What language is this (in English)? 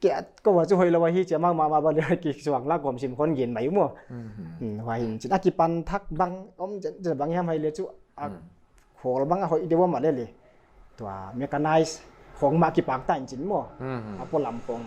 Paite Chin